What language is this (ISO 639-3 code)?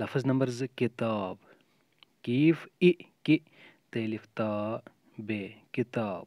kas